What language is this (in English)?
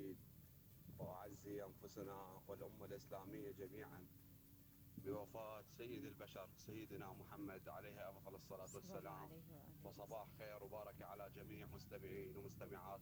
Mesopotamian Arabic